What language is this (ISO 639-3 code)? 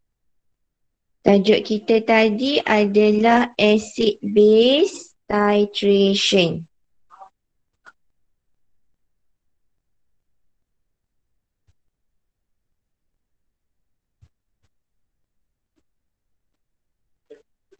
msa